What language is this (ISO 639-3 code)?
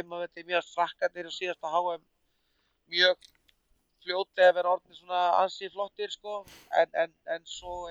isl